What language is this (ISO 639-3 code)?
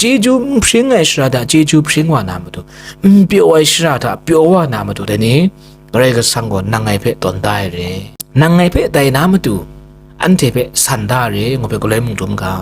kac